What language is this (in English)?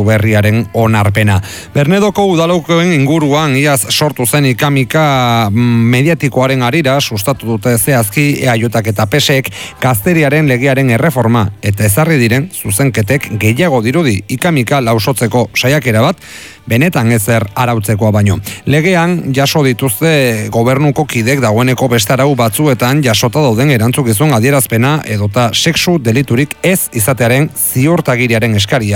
Basque